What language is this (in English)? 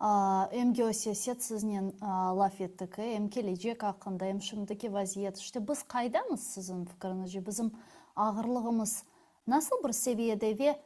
Crimean Tatar